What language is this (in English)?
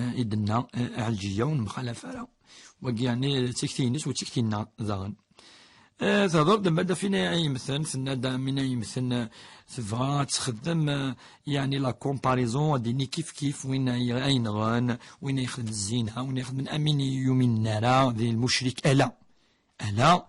Kabyle